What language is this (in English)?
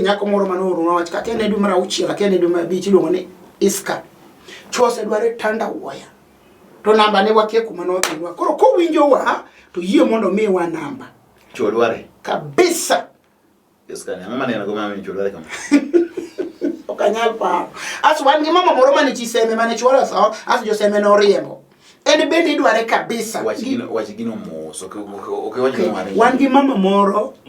Luo (Kenya and Tanzania)